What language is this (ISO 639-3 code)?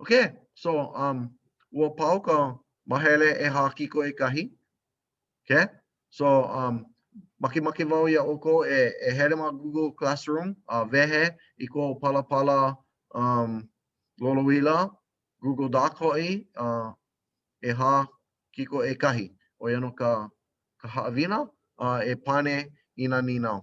haw